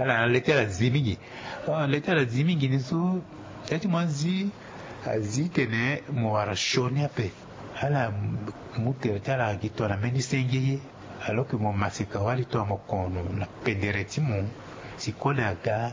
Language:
Sango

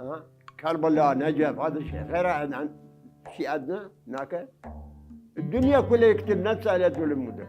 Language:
Mesopotamian Arabic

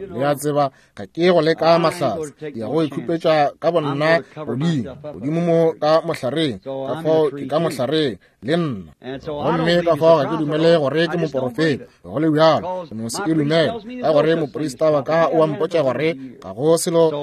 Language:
Northern Sotho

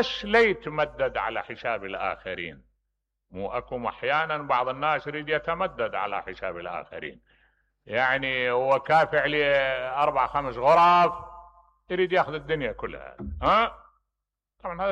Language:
Mesopotamian Arabic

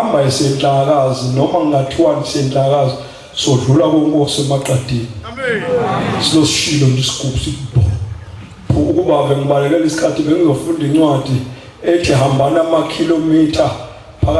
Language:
Zulu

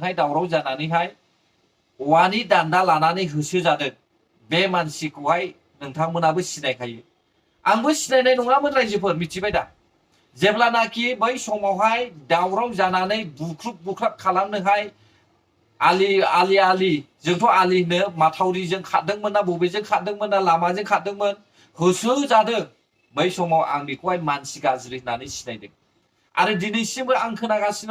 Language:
Bodo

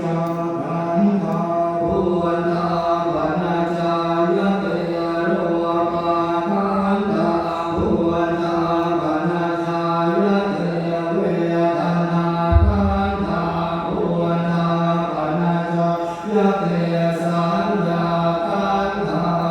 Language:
Pali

